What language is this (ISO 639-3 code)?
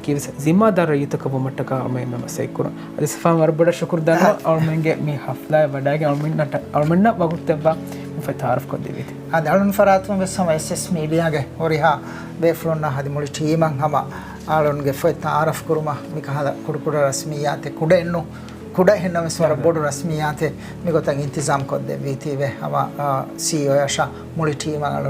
div